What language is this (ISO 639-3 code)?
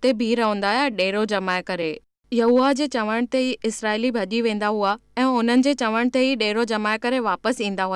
snd